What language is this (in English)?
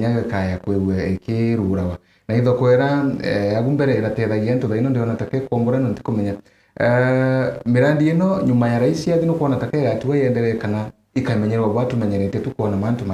Meru